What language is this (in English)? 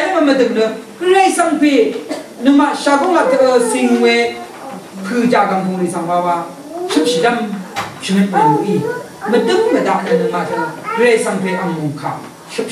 Rawang